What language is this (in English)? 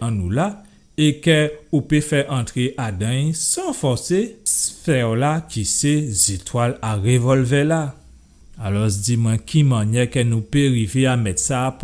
Guadeloupean Creole French